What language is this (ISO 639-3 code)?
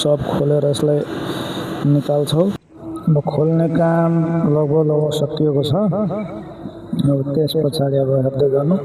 nep